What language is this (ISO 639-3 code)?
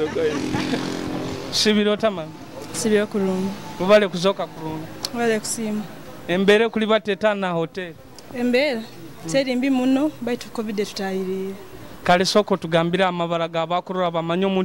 nyo